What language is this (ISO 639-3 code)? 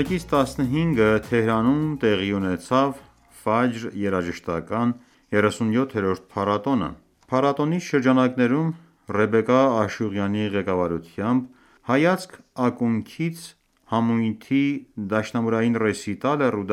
hye